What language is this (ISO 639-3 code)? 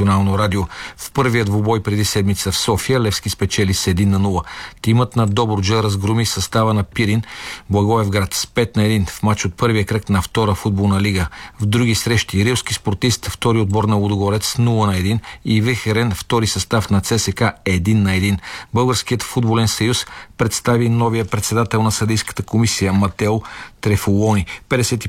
bul